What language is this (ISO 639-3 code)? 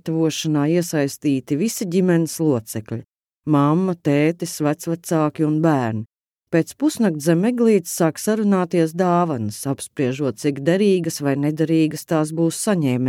lav